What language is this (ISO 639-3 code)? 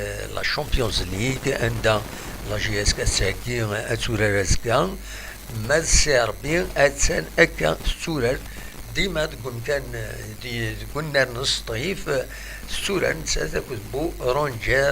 kab